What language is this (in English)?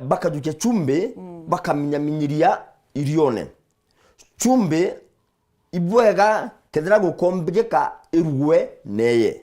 Meru